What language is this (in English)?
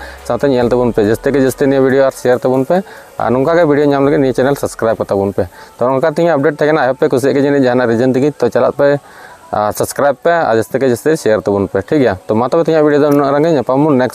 Santali